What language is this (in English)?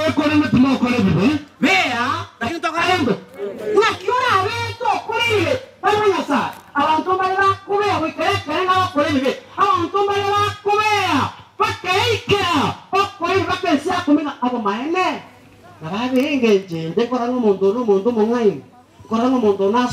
Gusii